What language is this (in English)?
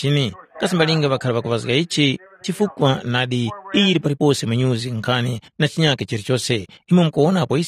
Tumbuka